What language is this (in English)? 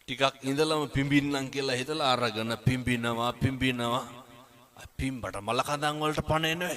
Sinhala